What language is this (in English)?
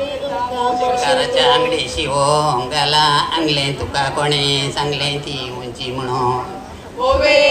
Konkani